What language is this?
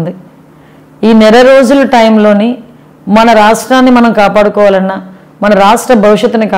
Telugu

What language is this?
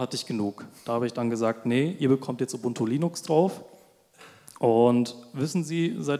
German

